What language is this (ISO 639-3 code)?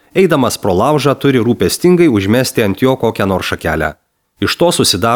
lit